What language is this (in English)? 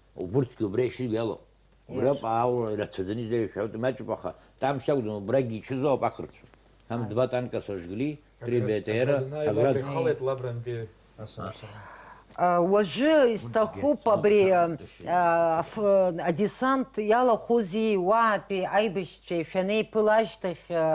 Abkhazian